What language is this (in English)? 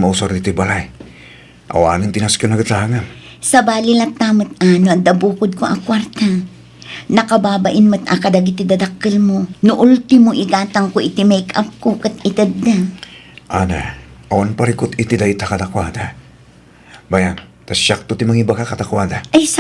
Iloko